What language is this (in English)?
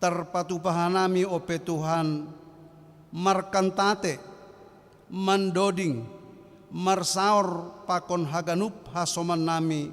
Batak Simalungun